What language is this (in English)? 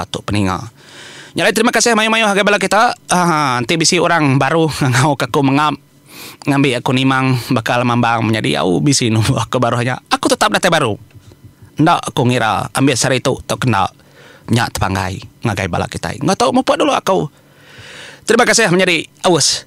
Iban